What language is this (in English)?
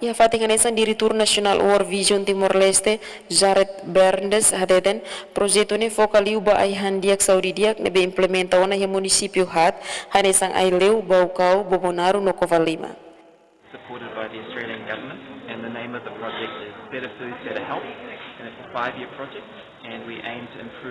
Tetum